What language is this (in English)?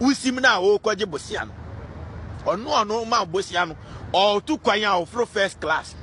Akan